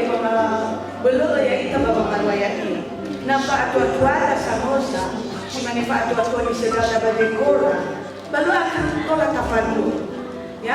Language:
Nias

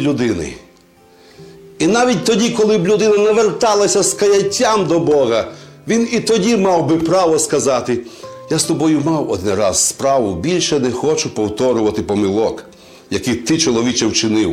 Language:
Ukrainian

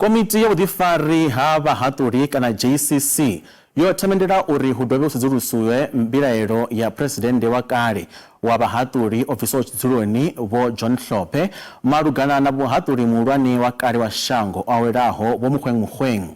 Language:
Venda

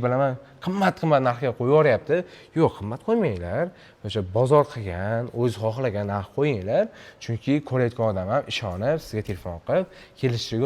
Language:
Uzbek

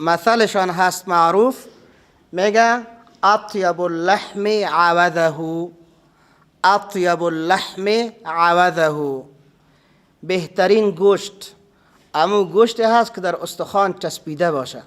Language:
Persian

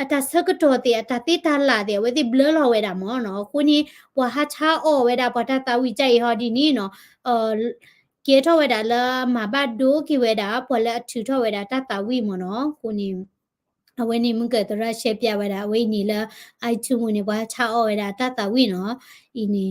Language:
S'gaw Karen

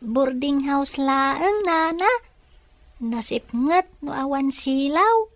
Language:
Iloko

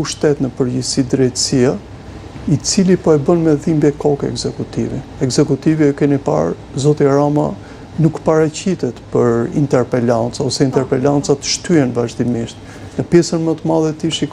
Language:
Albanian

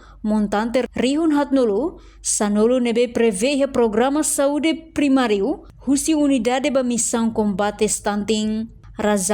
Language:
Tetum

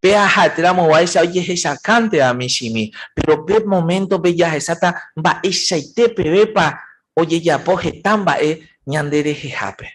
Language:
Guarani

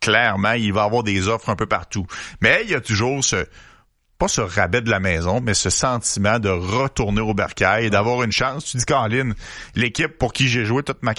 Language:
French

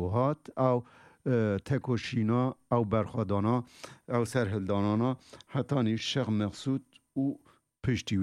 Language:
Kurdish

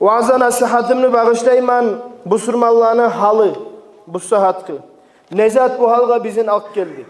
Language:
Kumyk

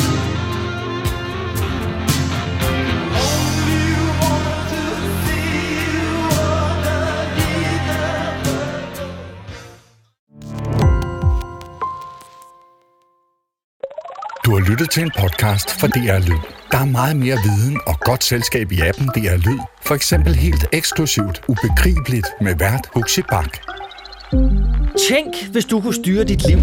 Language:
Danish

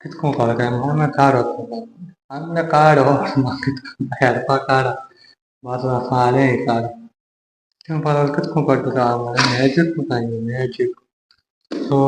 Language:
Konkani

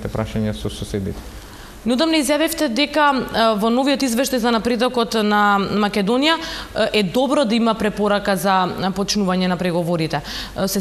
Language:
Macedonian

